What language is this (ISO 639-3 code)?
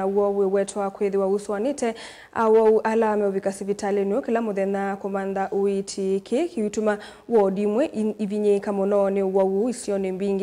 kam